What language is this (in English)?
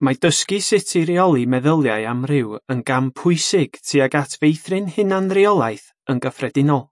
Welsh